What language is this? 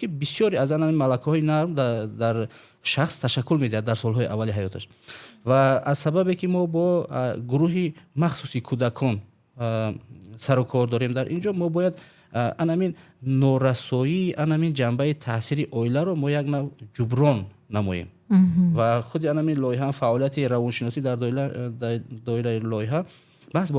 Tajik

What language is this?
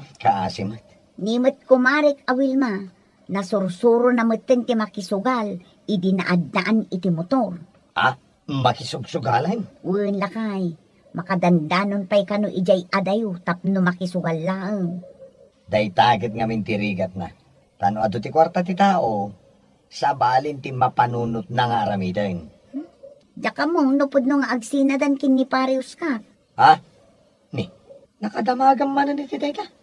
Iloko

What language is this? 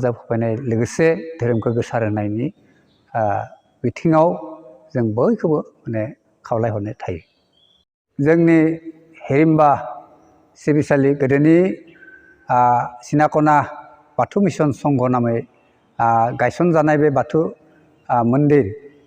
Bodo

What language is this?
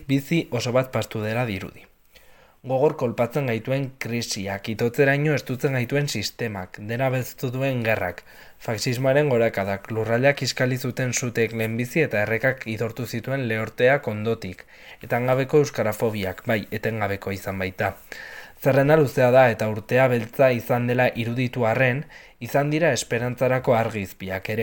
Basque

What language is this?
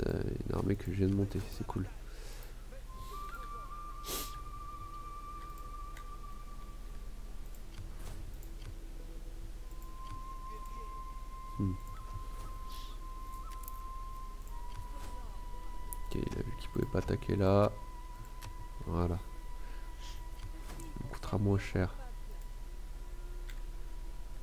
French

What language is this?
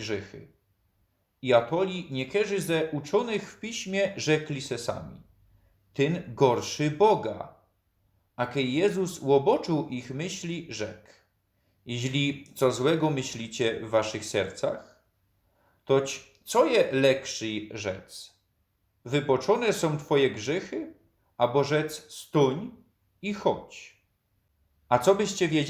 Silesian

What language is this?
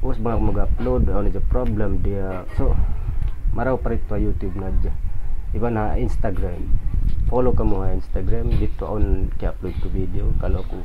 Tausug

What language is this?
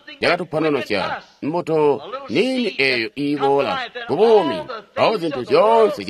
Tonga (Zambia)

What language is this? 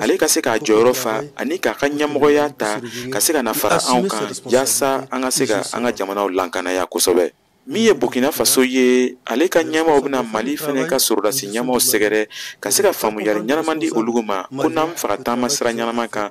Bambara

